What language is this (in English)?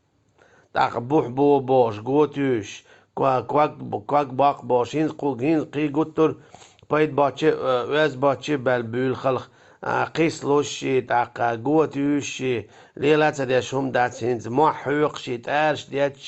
Chechen